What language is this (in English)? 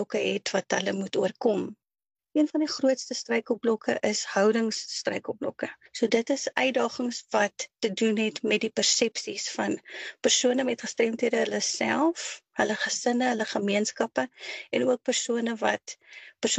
Afrikaans